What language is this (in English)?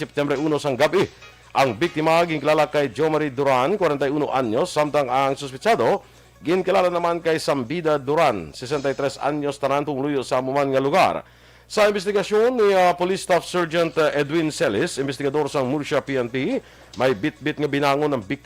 Hiligaynon